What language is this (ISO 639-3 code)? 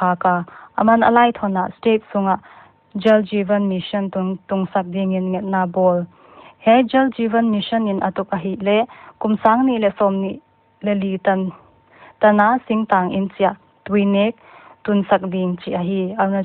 pck